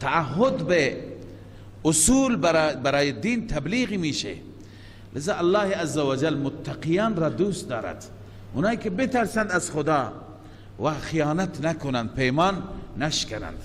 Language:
Persian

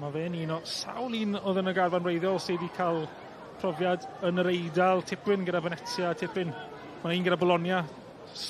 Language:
Welsh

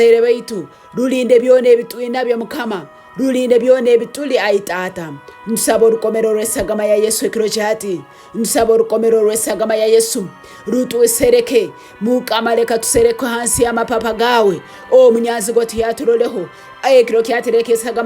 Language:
Tooro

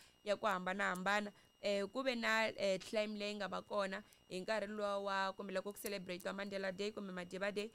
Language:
Tsonga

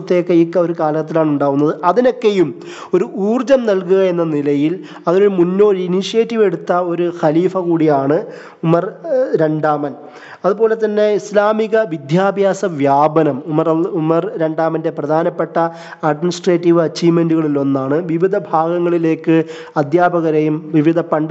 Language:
Malayalam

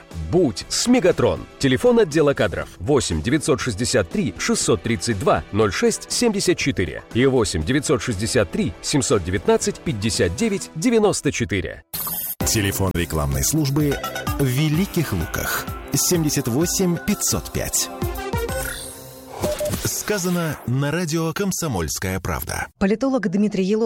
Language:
Russian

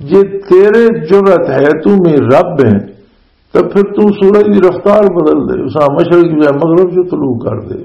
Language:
Western Panjabi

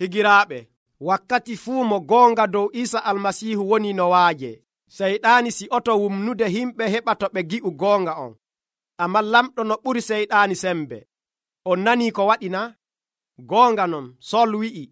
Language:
Nigerian Fulfulde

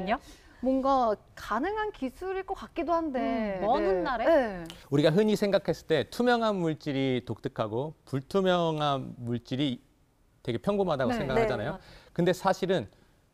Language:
Korean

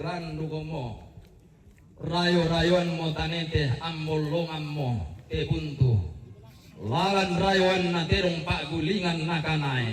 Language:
Toraja-Sa'dan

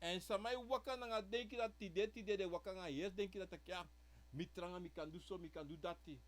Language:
Sranan Tongo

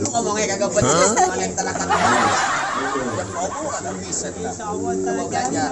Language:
Betawi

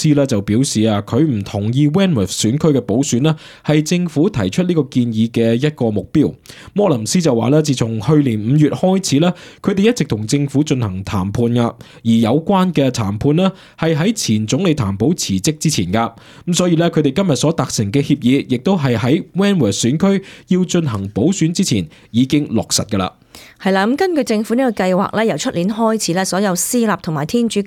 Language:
Cantonese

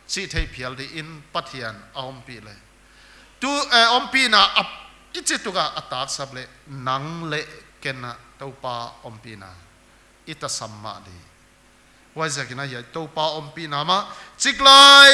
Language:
Paite Chin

